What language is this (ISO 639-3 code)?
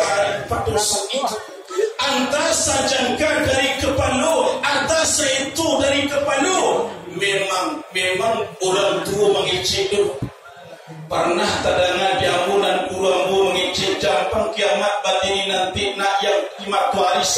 min